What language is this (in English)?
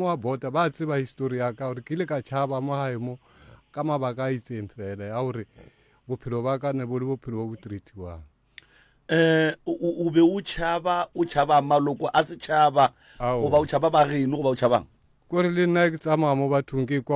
Northern Sotho